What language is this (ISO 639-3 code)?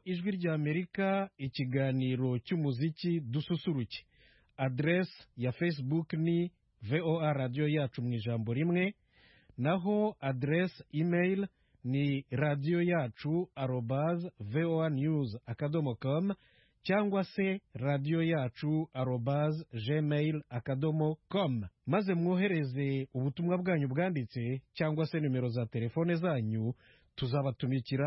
kin